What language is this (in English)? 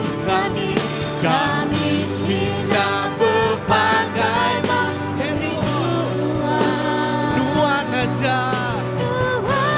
Iban